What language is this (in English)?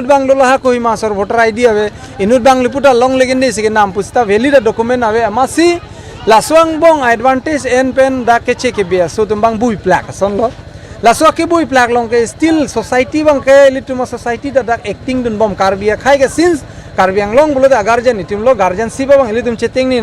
Karbi